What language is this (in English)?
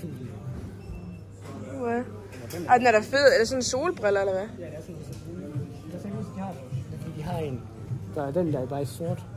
Danish